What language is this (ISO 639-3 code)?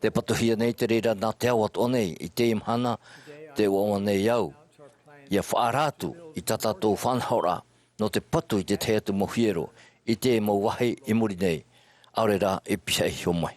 tah